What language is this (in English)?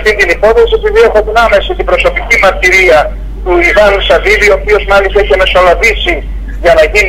Greek